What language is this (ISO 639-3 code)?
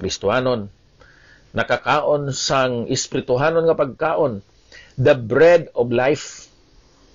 hil